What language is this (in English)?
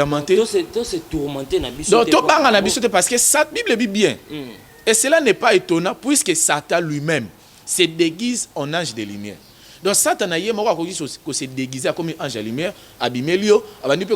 Lingala